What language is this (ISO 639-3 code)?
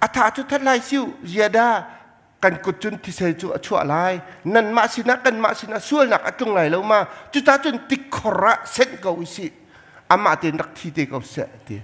cnh